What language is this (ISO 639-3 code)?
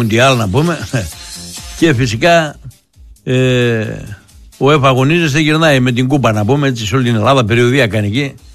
ell